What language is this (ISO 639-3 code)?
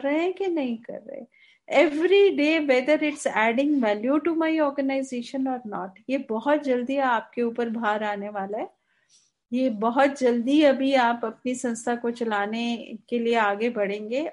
hin